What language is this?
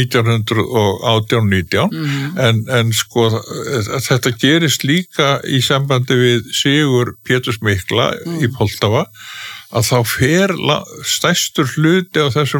Icelandic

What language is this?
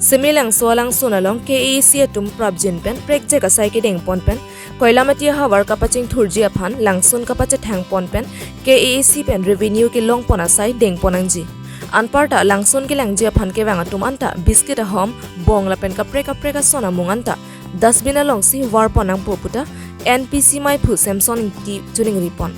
Karbi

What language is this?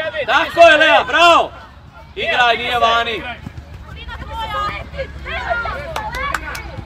Croatian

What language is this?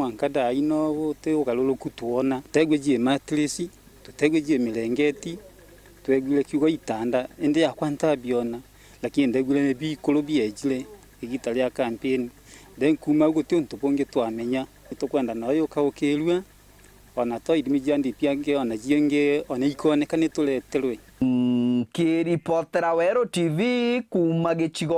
Meru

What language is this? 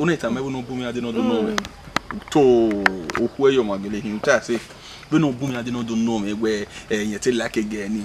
Bini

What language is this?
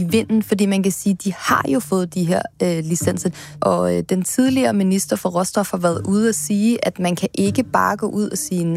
Danish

